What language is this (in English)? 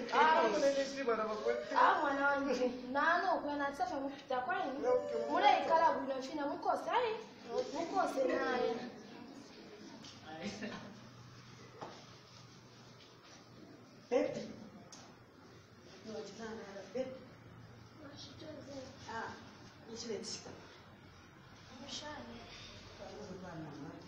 Bemba